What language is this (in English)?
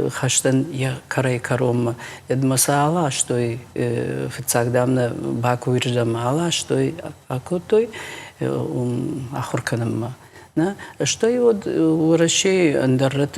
Ossetic